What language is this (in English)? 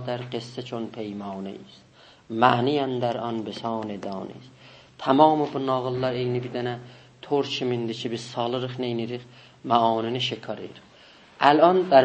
South Azerbaijani